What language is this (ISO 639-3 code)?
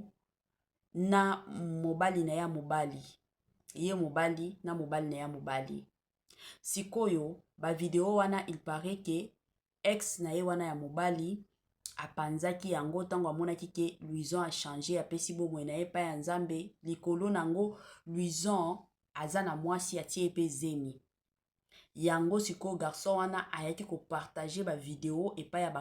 lin